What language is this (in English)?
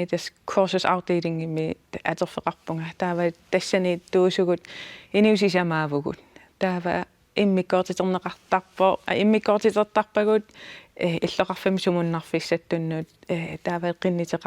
Kalaallisut